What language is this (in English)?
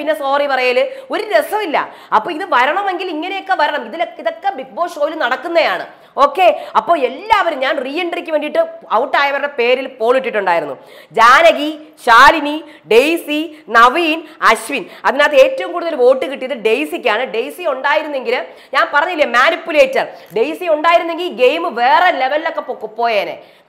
Malayalam